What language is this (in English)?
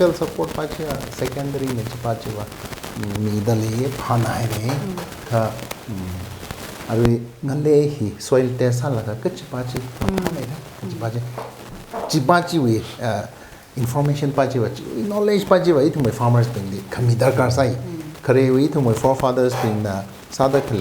Tangkhul Naga (India)